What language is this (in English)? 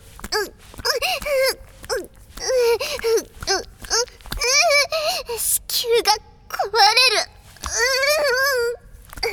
Japanese